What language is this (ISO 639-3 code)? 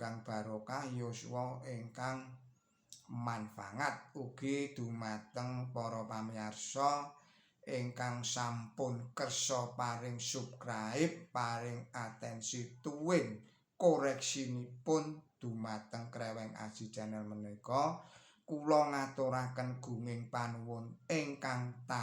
jav